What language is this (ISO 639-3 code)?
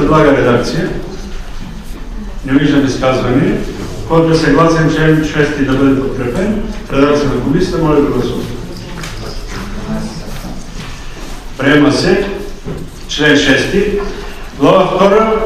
bul